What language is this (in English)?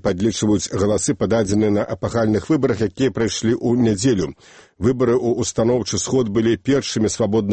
Belarusian